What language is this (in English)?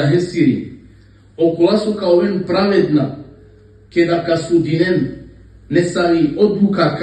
Balkan Romani